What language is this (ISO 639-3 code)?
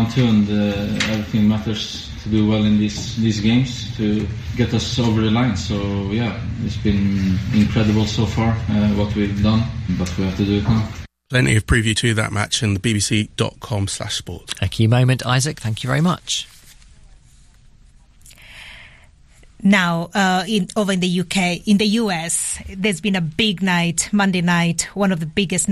eng